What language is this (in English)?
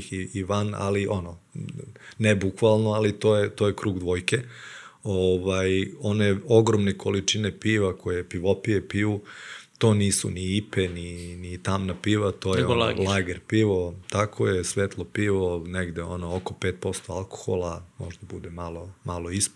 Serbian